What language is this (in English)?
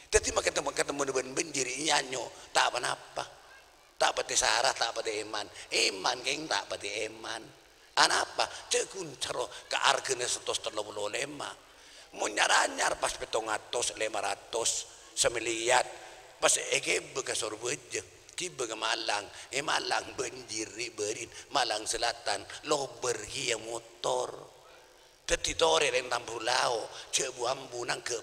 Madurese